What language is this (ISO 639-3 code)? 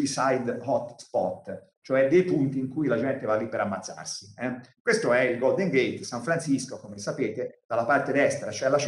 ita